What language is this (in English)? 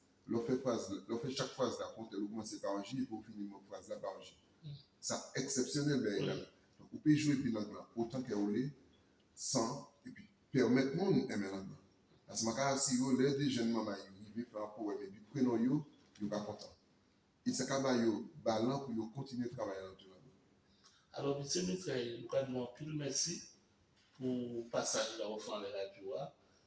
Guadeloupean Creole French